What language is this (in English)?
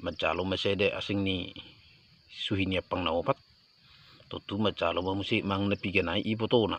Batak Toba